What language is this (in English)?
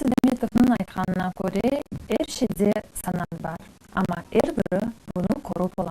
Crimean Tatar